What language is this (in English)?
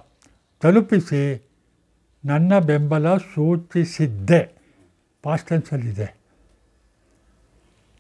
Kannada